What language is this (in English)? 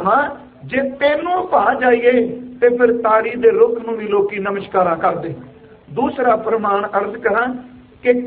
Punjabi